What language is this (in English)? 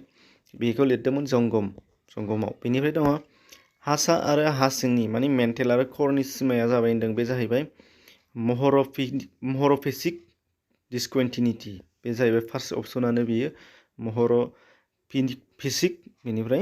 Bodo